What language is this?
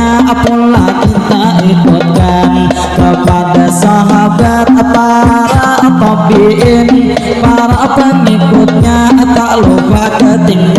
Banjar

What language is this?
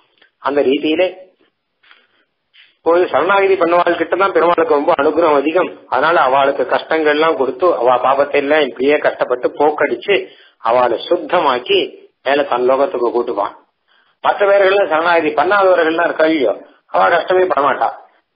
Tamil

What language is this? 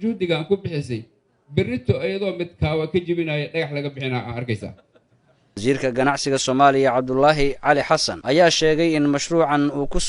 Somali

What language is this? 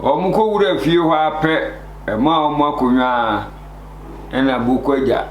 Akan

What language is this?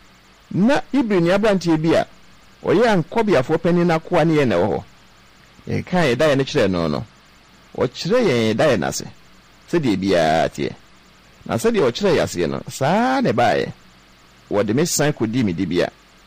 Akan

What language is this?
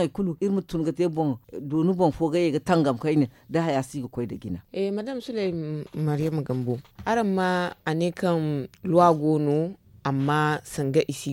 Zarma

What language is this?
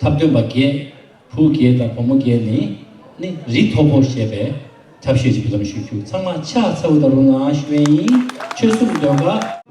Tibetan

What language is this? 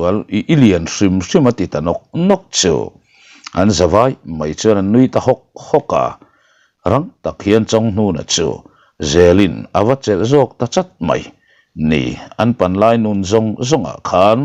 Mizo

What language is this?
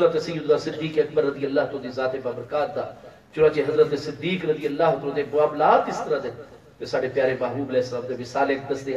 Saraiki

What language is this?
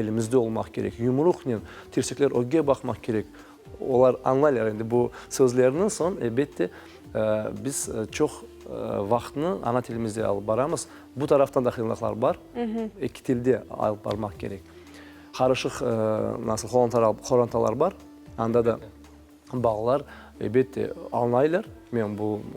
Crimean Tatar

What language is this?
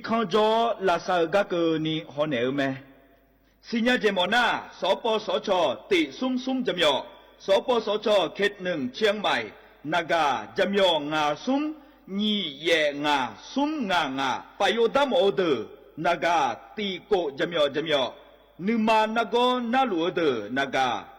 Akha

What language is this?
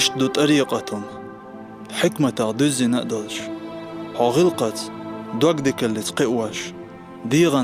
Chechen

